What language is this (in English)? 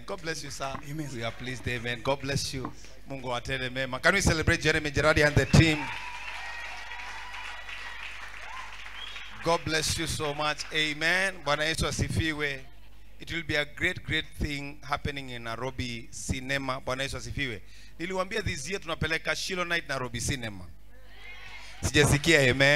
Swahili